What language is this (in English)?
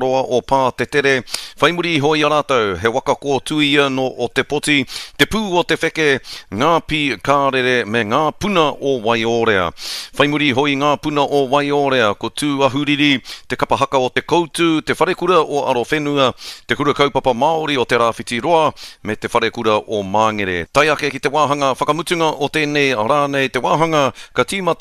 Māori